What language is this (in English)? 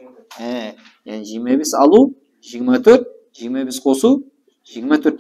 Kara-Kalpak